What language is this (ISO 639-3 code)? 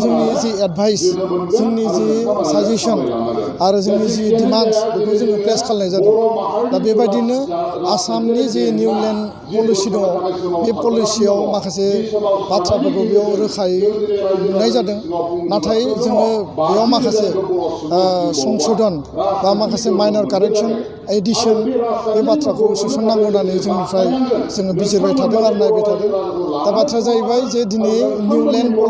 brx